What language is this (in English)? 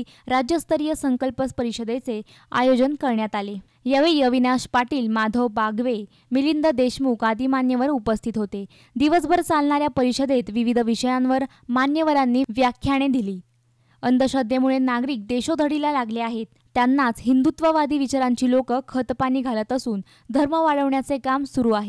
Marathi